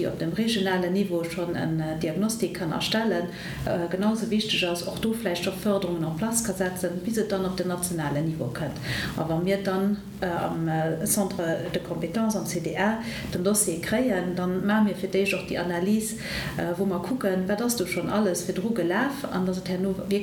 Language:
Luxembourgish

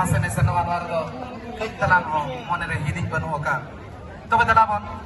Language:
Santali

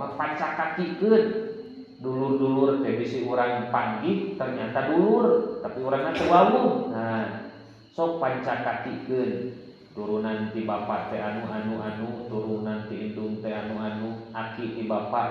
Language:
Sundanese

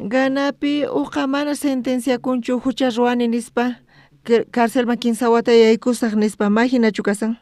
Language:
South Bolivian Quechua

